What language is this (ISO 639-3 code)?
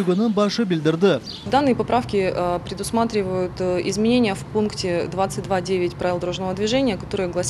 crh